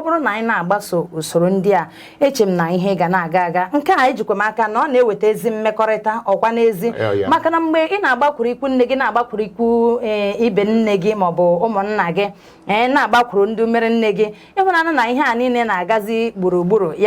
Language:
Igbo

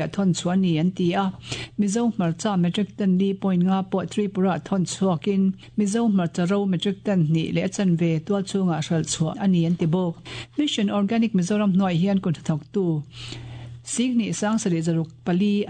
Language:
Mizo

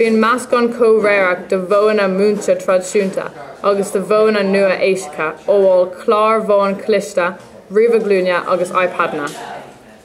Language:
Irish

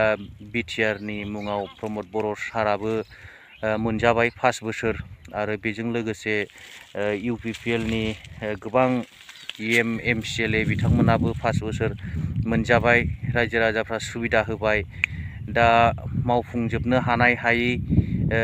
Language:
Bodo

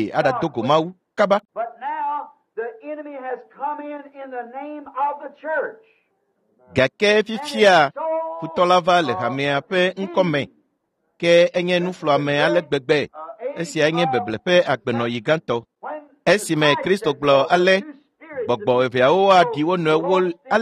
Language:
Ewe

